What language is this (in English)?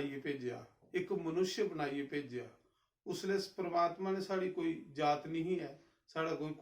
Dogri